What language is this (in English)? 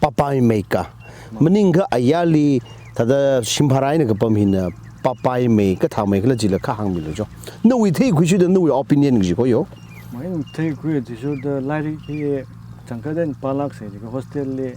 Tangkhul Naga (India)